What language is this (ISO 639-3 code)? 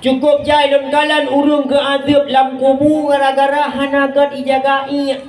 ace